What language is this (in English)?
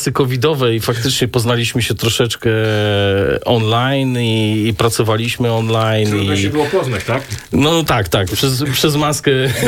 Polish